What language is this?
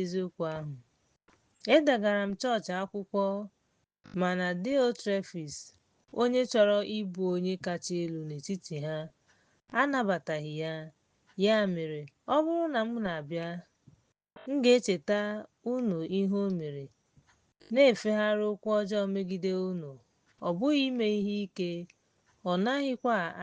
Igbo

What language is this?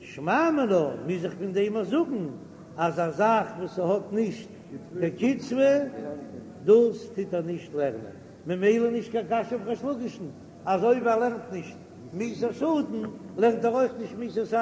Yiddish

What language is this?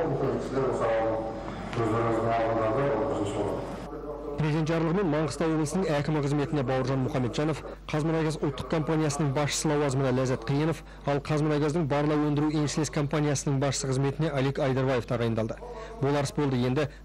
Kazakh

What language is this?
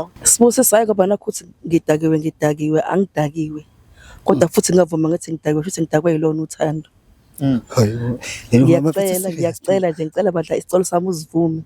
Zulu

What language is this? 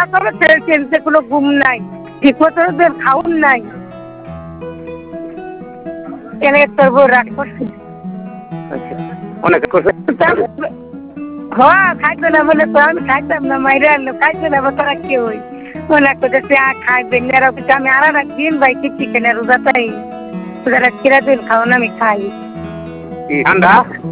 Bangla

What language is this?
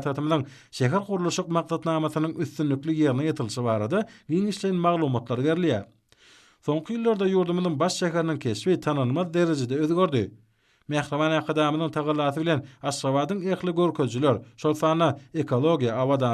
Turkmen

